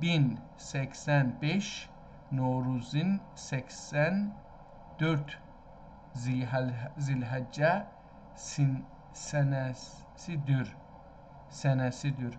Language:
South Azerbaijani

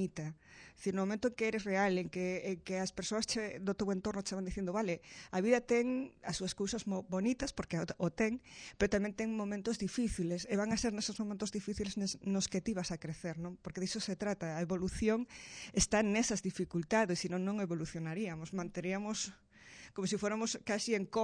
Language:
Galician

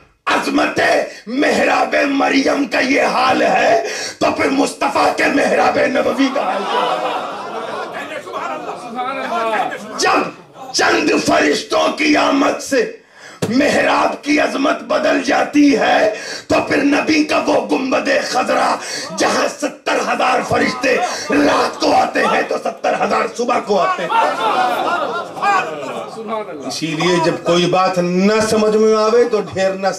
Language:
Urdu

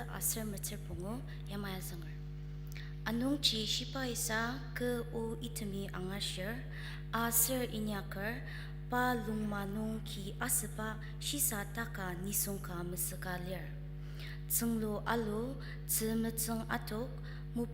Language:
Ao Naga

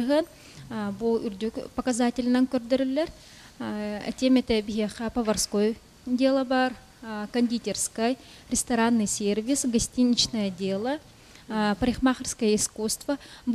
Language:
Yakut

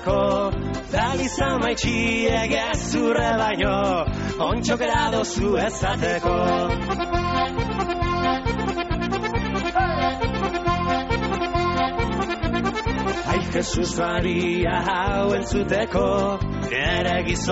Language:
Basque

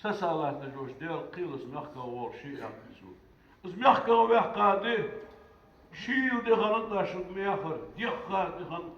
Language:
Ingush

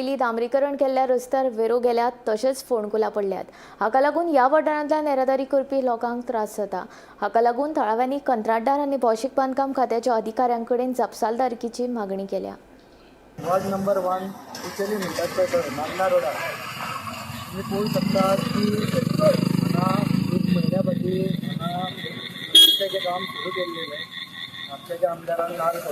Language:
Konkani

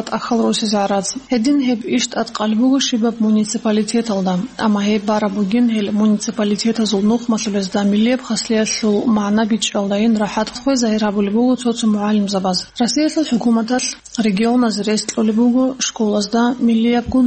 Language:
Avaric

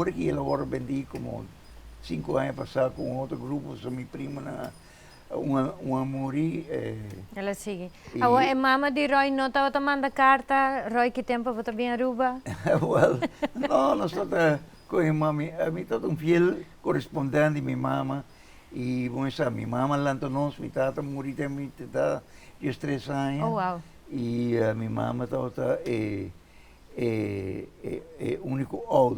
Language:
Papiamento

